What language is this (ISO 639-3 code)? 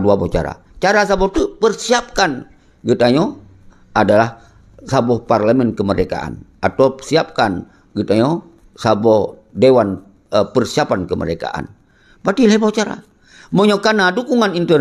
ace